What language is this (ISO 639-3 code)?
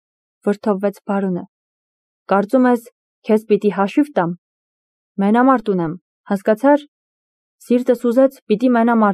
hye